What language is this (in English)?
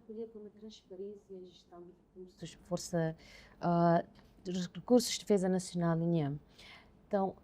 Tetum